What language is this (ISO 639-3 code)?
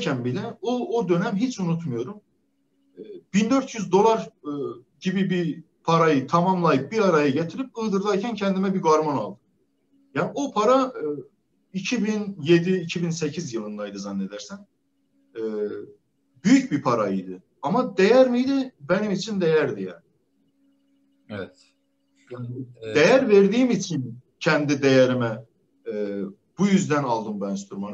tur